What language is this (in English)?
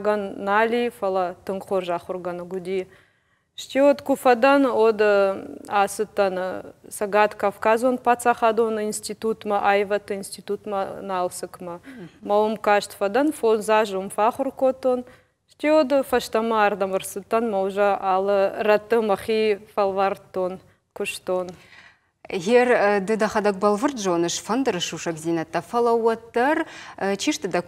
Ossetic